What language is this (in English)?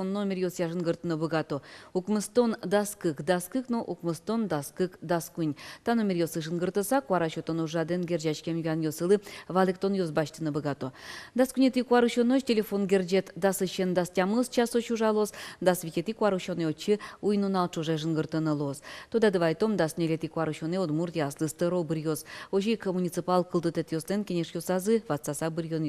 Udmurt